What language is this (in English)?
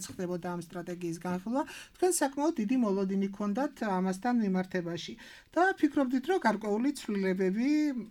Georgian